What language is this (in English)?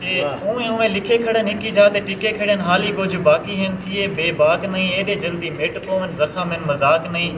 Saraiki